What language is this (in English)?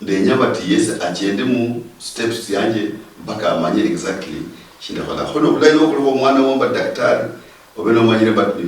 Luyia